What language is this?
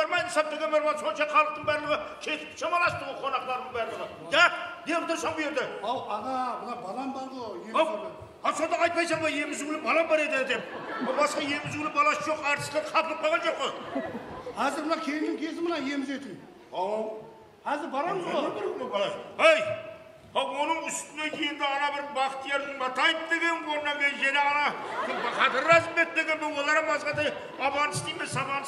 Kara-Kalpak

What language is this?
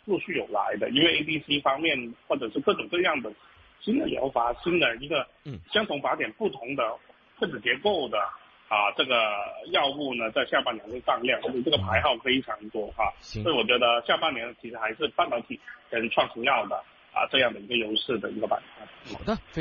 Chinese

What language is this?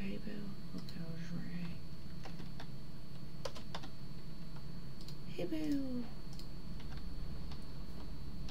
English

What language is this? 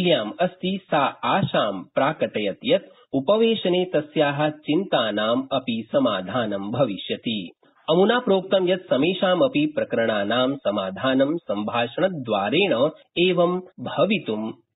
Sanskrit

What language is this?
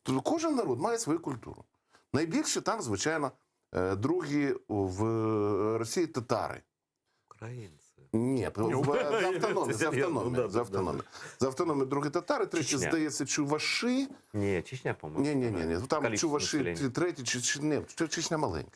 Crimean Tatar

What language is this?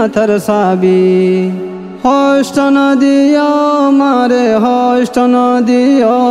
Bangla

